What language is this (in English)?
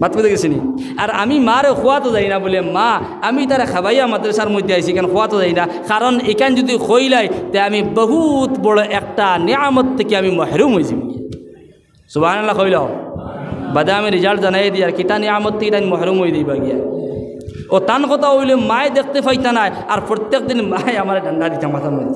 Sylheti